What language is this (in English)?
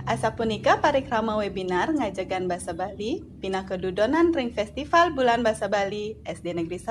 Balinese